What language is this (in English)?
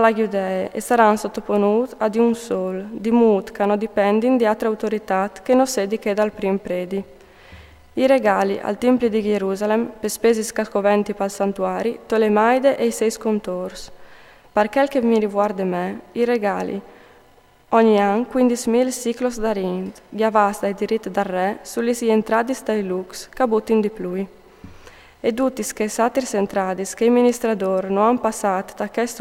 Friulian